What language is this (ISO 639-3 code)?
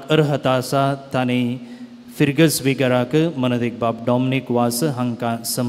kok